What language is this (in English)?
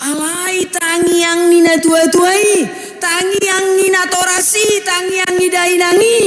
Batak Toba